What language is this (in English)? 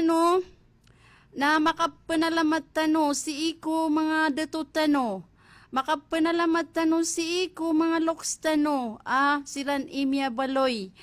Maranao